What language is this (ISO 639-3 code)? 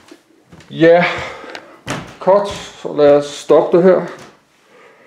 dan